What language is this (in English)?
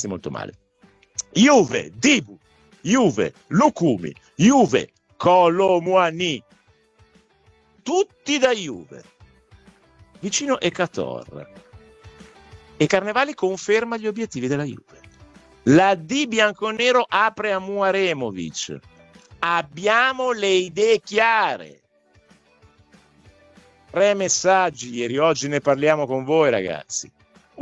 Italian